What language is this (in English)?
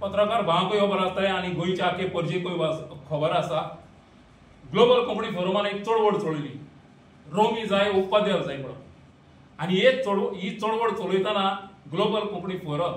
Konkani